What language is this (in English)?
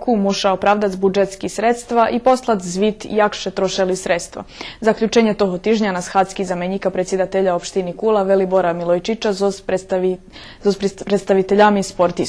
Rusyn